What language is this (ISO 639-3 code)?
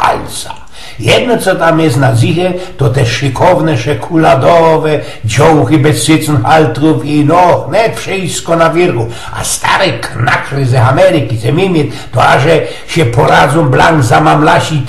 szl